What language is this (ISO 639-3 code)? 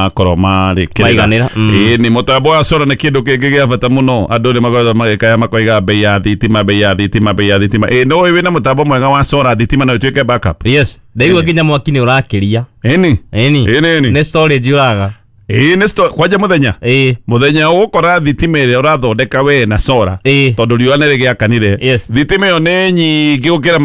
kik